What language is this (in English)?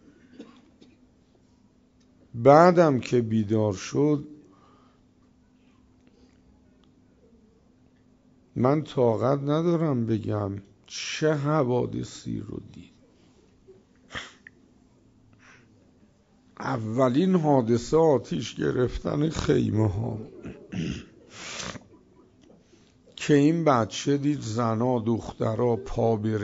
Persian